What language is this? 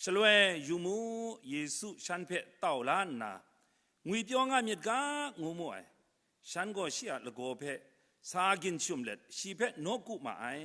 Kachin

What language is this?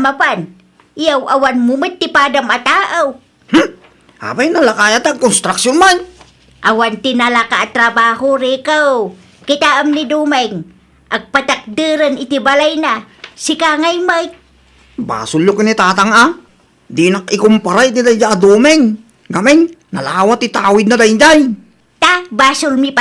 Iloko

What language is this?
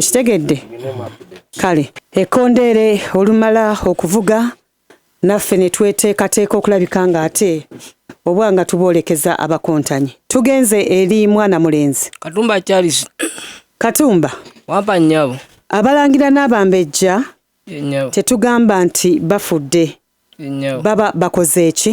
Ganda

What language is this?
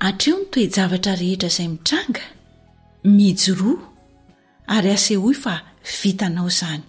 Malagasy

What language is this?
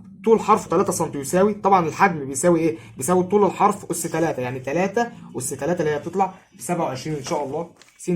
Egyptian Arabic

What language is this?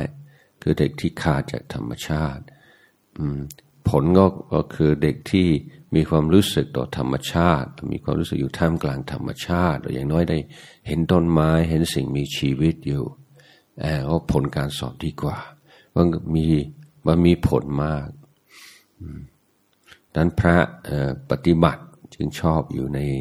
Thai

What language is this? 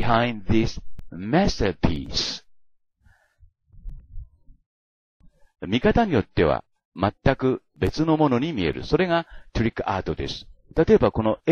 Japanese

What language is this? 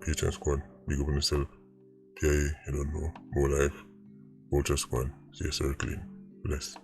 Jamaican Creole English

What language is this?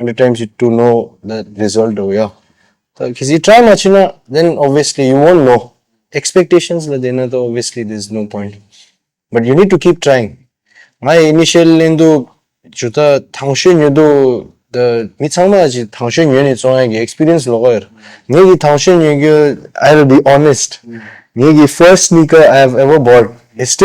Tibetan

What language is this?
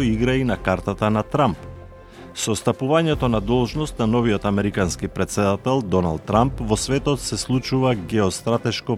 Macedonian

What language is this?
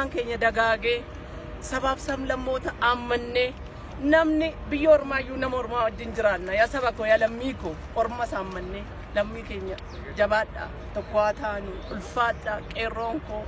Oromo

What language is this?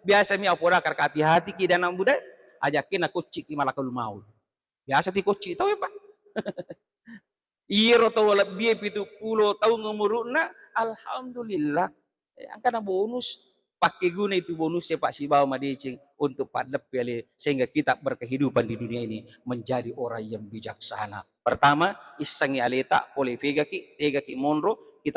Buginese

